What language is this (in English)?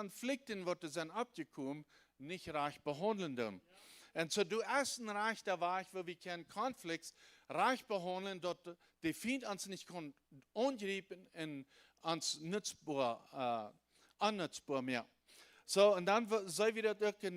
Plautdietsch